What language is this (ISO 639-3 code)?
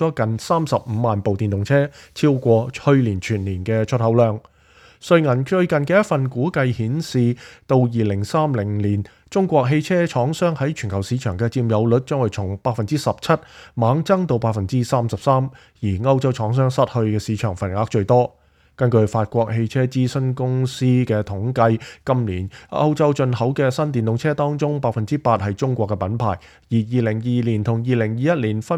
yue